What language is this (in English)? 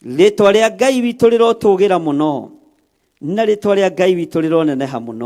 Kikuyu